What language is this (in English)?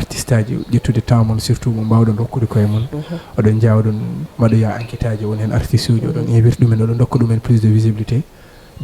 Fula